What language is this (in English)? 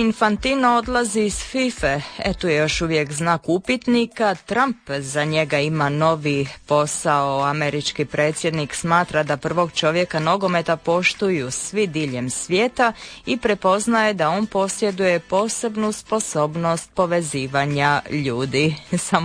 Croatian